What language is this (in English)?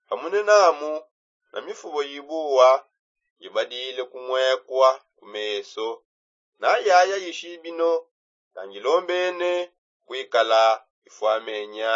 Songe